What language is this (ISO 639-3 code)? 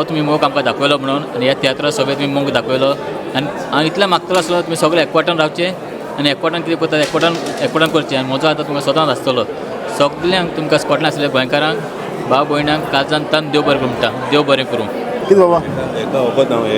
kok